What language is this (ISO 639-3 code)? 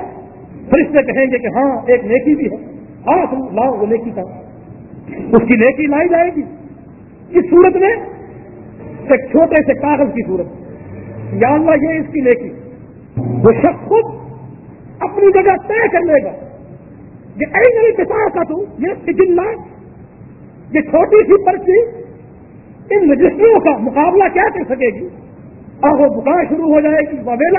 urd